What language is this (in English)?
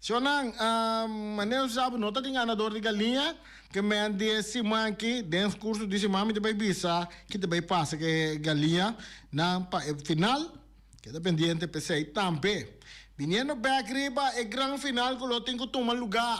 Papiamento